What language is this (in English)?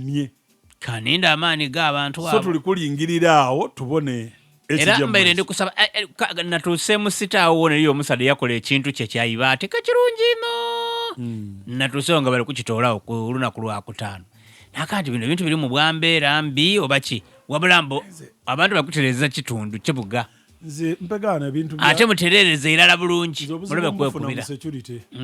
Ganda